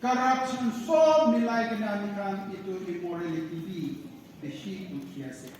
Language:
Naga Pidgin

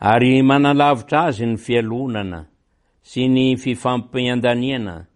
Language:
Malagasy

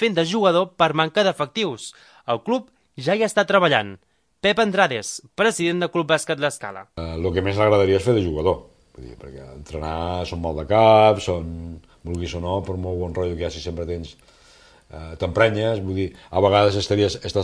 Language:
Catalan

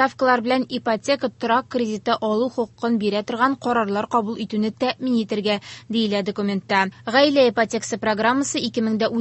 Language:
Tatar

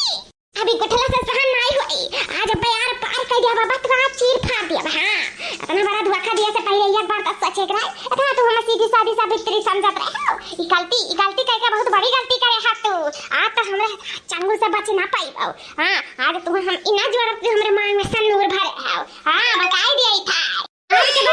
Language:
Awadhi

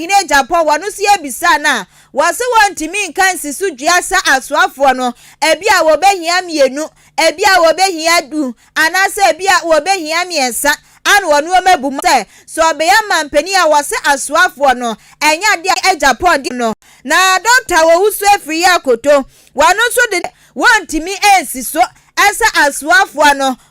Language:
Akan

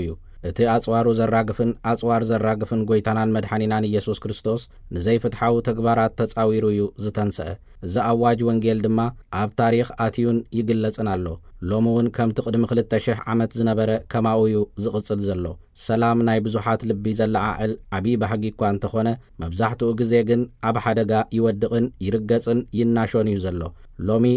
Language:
Tigrinya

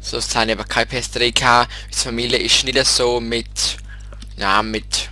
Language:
Swiss German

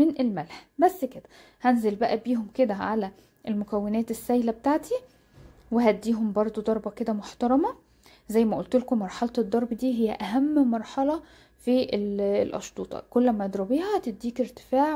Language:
Egyptian Arabic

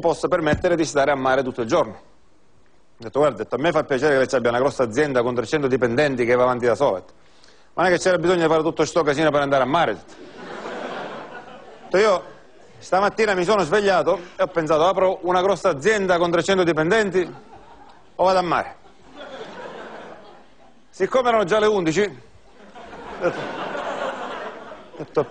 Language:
Italian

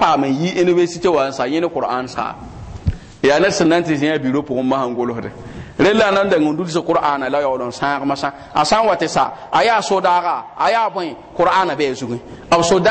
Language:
Mossi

